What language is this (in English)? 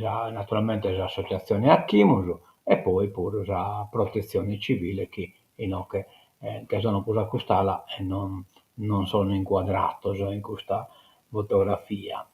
Sardinian